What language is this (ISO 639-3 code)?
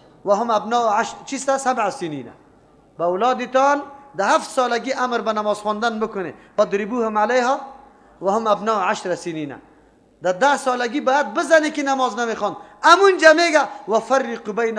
fas